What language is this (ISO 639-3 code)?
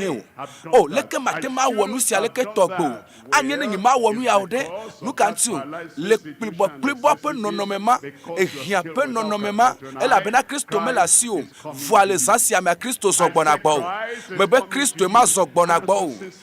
ewe